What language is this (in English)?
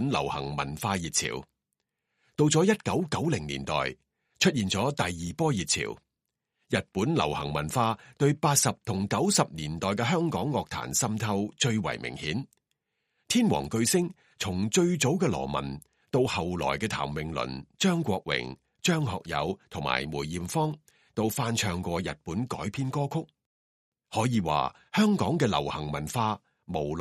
Cantonese